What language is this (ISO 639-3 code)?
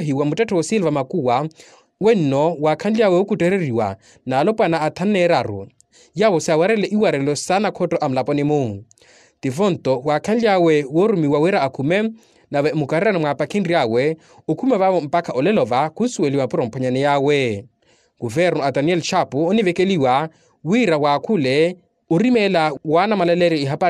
vmw